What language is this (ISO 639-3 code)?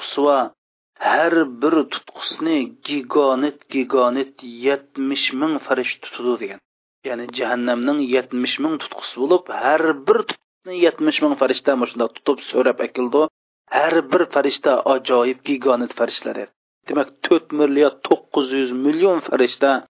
uig